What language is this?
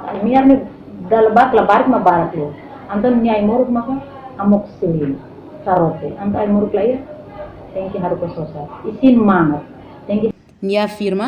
Tetum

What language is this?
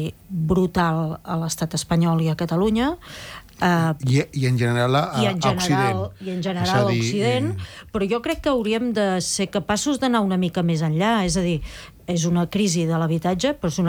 Catalan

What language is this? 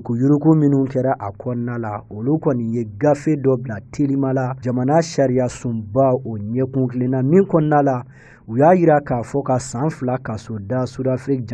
Bambara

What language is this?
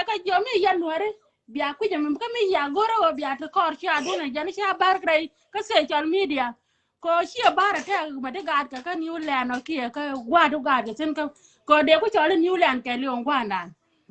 Nuer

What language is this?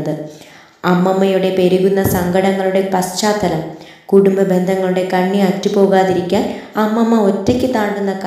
Malayalam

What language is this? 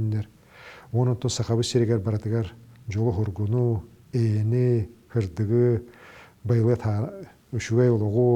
Yakut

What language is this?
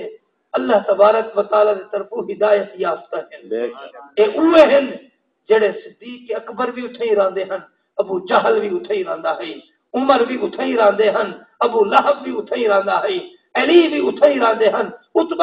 Saraiki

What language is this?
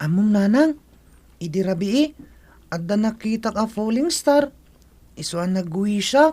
Iloko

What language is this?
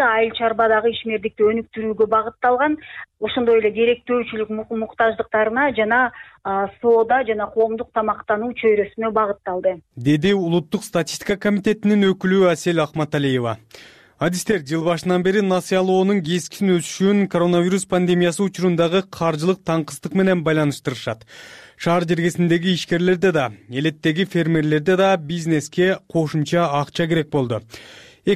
Kyrgyz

